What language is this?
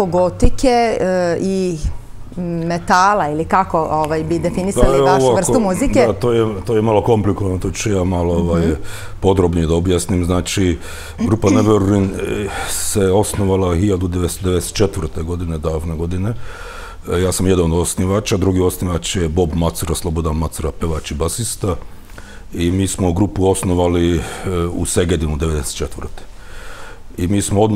Serbian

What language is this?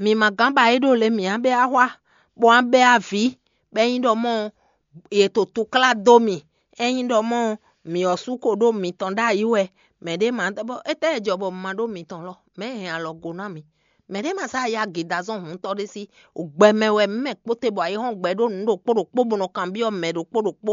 Fon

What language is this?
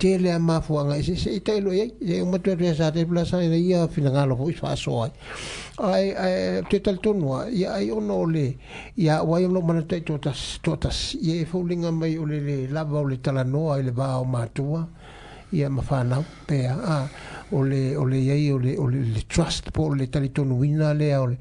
Samoan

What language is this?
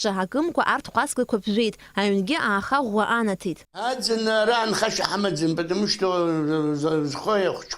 Abkhazian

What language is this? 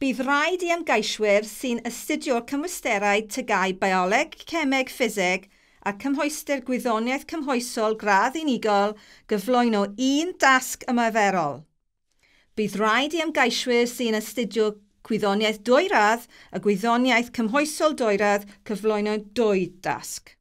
Welsh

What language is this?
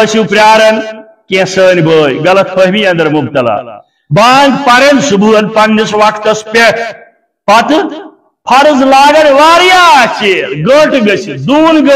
Kashmiri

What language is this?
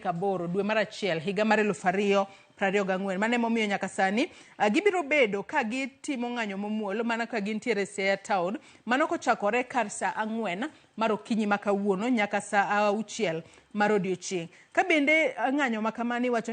Luo (Kenya and Tanzania)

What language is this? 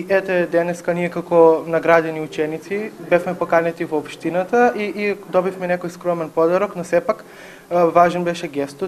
Macedonian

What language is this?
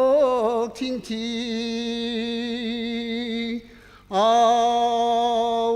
Tangkhul Naga (India)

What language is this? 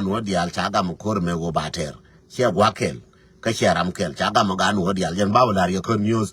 Nuer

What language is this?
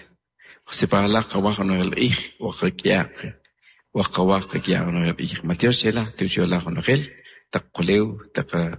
Kʼicheʼ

